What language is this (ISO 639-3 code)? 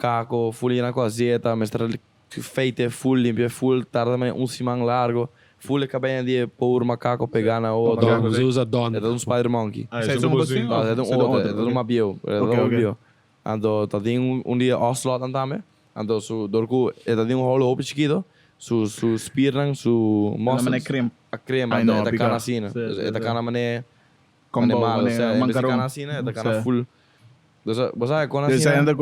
pap